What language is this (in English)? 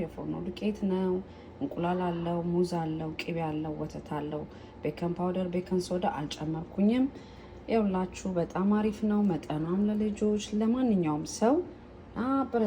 Amharic